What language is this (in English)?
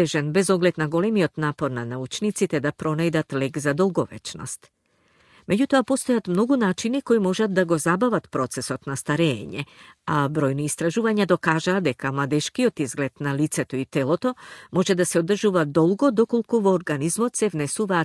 Macedonian